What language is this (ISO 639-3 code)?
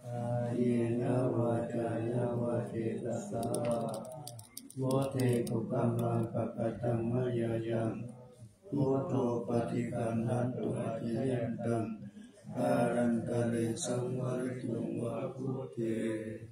pli